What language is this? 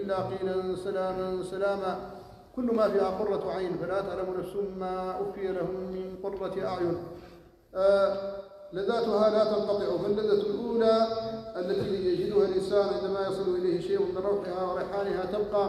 Arabic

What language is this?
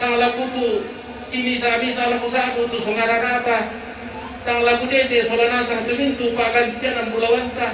Toraja-Sa'dan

